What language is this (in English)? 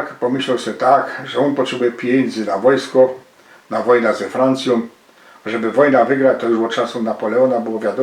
Silesian